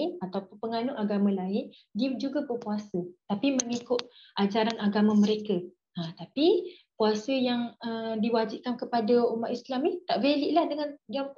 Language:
Malay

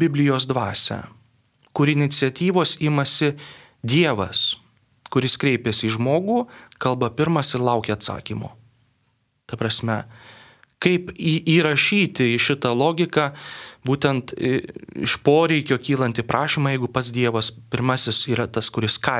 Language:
Lithuanian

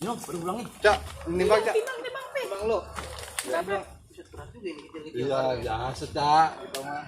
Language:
Betawi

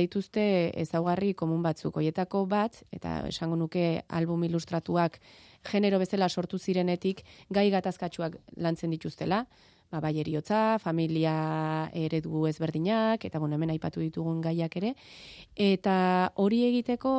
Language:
Basque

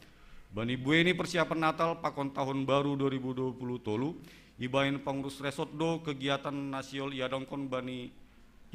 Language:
Batak Simalungun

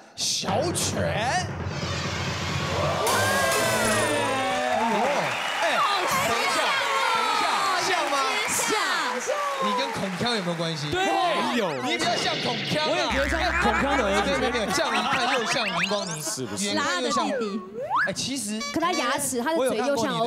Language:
Chinese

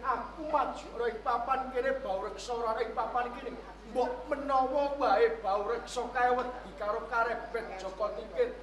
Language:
Javanese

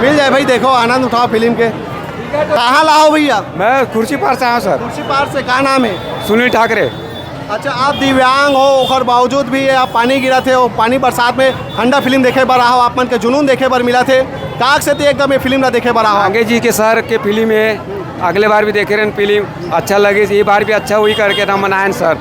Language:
Chhattisgarhi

